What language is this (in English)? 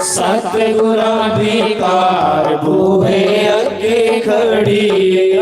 Dogri